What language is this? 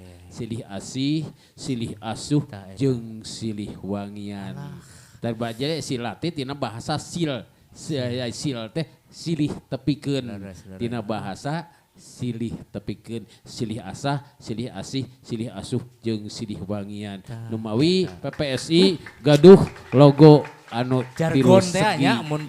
Sundanese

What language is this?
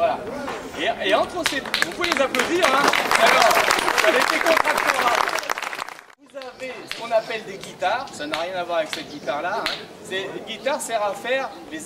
French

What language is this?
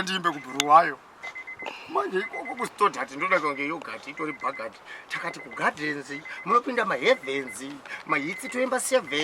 Shona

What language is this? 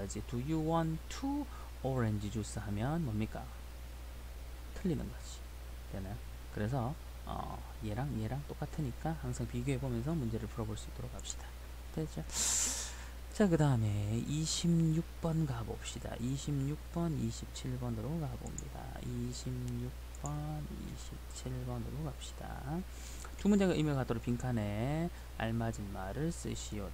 Korean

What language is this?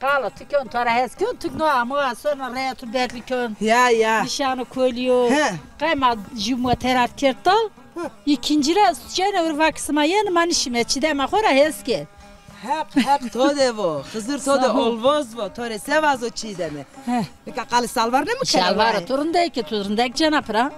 Zaza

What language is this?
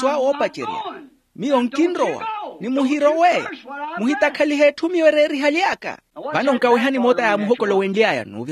Makhuwa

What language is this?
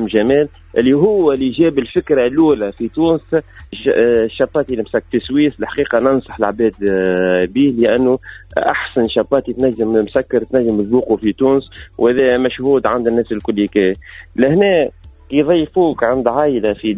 Tunisian Arabic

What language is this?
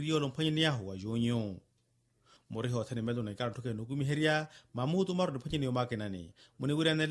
Makhuwa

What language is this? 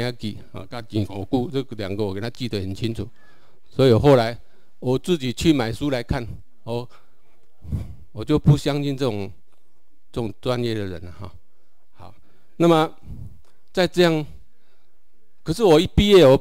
Chinese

